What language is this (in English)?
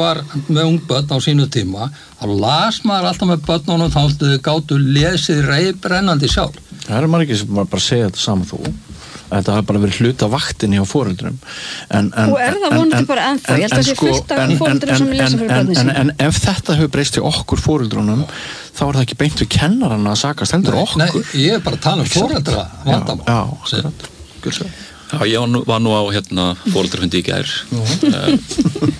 Icelandic